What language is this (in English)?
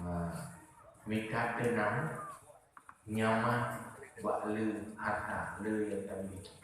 Achinese